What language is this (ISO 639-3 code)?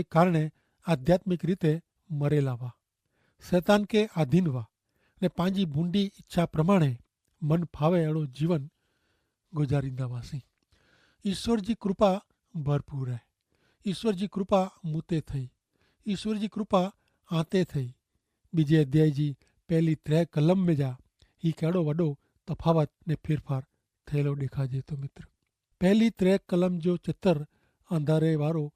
kfr